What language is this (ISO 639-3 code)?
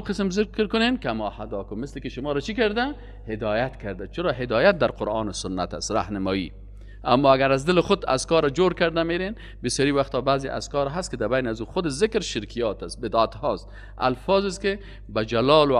fas